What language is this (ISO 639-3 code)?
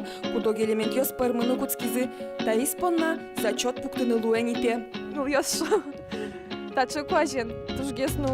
udm